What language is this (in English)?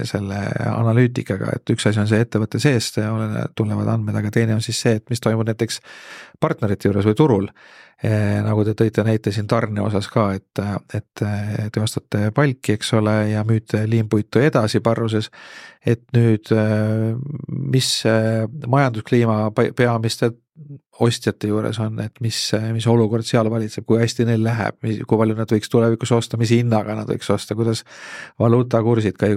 Estonian